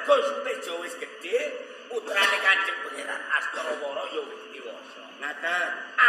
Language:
Javanese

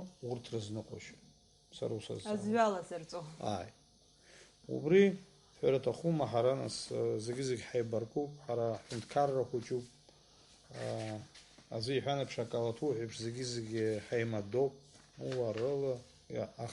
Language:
Abkhazian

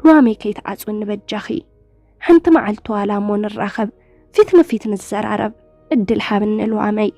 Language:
Tigrinya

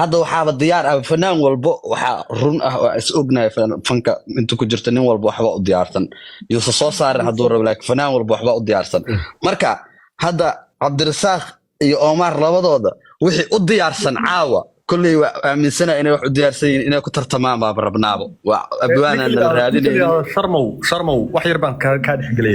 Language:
Somali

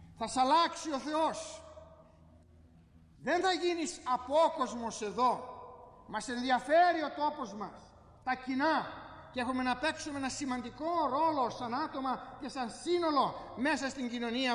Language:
Greek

